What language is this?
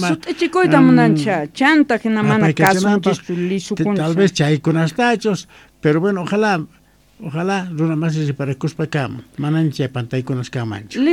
South Bolivian Quechua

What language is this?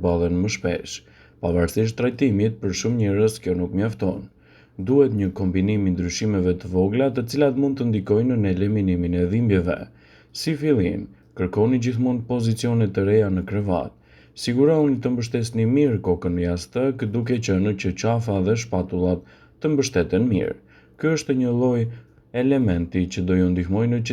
Albanian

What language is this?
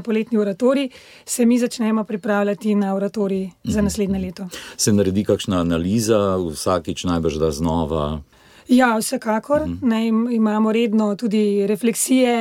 Slovenian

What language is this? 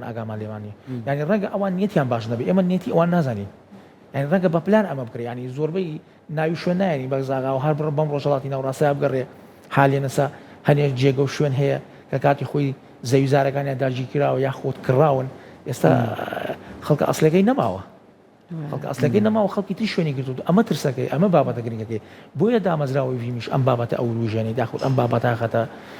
Central Kurdish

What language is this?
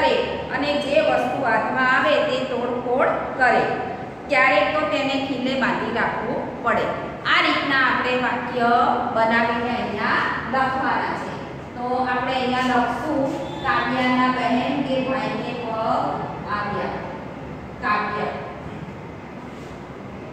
Gujarati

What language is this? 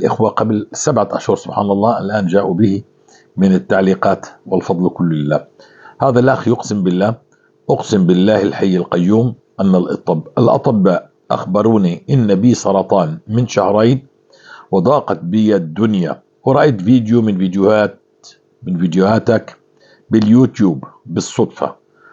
North Levantine Arabic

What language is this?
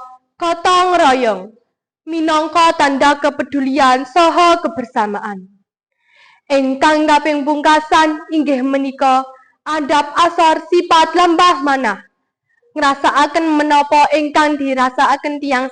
Javanese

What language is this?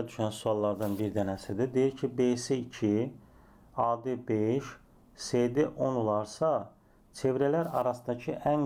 Azerbaijani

